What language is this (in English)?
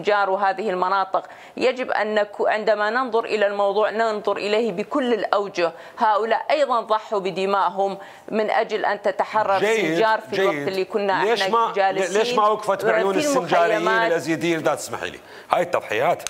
Mesopotamian Arabic